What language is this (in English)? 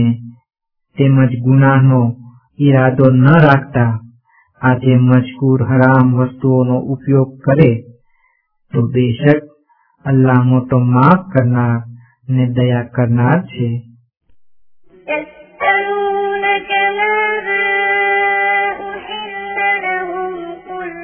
Gujarati